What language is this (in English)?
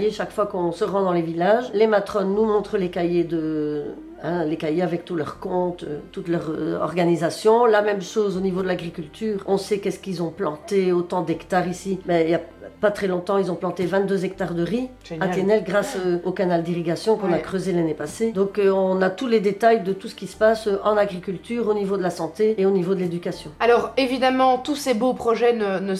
French